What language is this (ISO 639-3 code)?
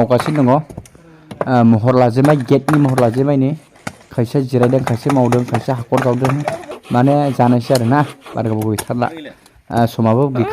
brx